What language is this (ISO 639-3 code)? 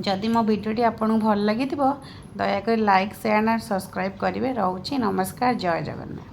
ori